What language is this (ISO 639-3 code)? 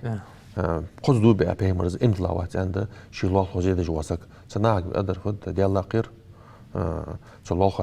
inh